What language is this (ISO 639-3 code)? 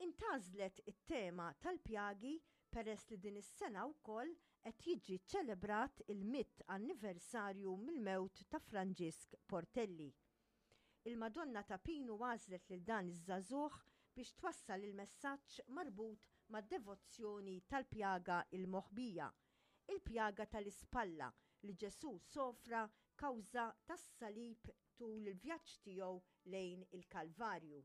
mlt